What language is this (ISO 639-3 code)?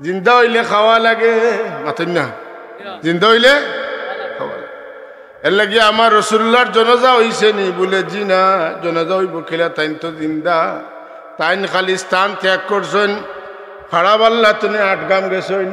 syl